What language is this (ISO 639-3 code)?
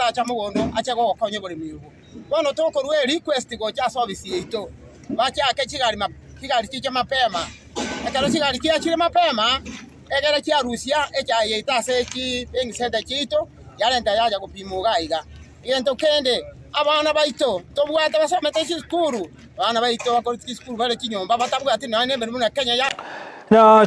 guz